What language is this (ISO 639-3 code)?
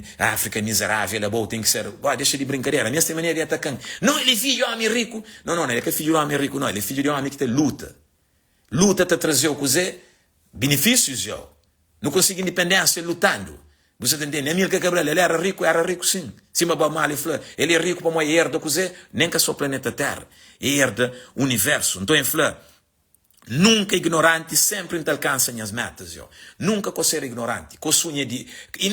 kea